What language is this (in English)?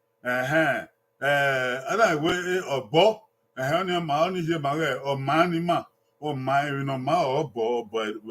Bini